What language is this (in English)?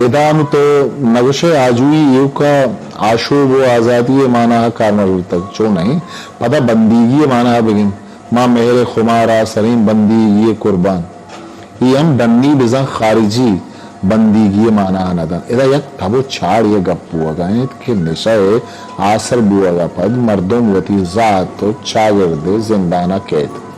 Eastern Balochi